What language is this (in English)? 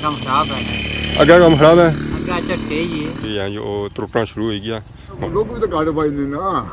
Pahari-Potwari